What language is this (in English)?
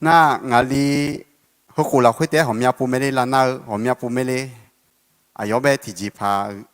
Akha